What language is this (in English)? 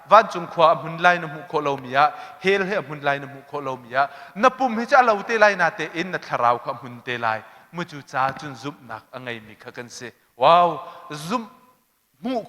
Hakha Chin